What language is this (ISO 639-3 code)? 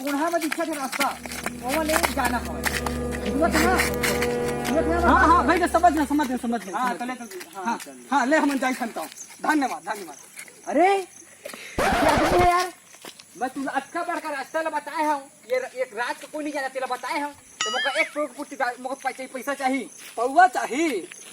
hne